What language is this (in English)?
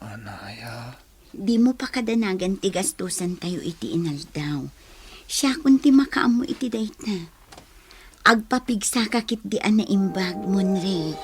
Iloko